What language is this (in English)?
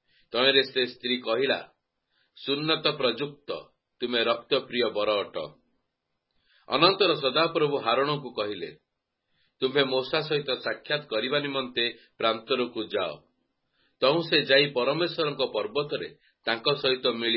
Odia